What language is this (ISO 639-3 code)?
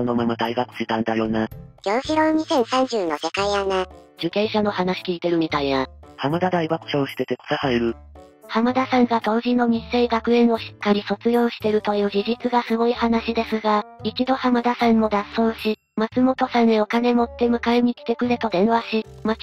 jpn